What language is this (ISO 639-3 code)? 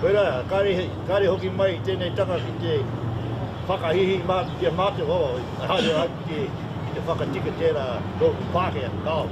mri